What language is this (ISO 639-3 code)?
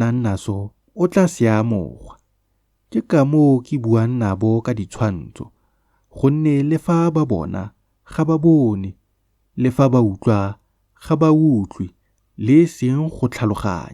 tsn